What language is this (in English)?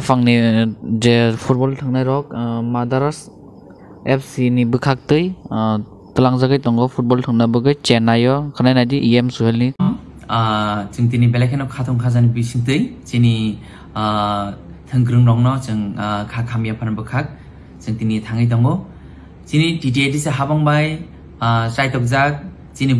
Kok Borok